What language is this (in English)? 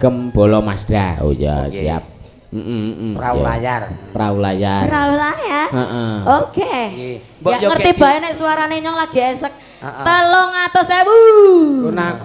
Javanese